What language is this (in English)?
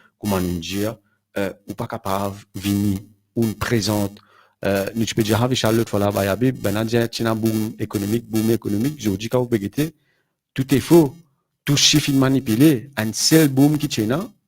Morisyen